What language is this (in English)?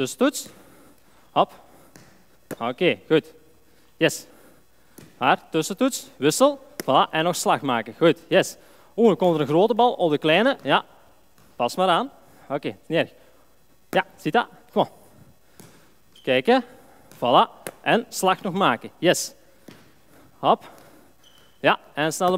Dutch